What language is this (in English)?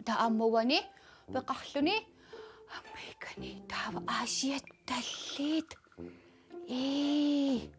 Kalaallisut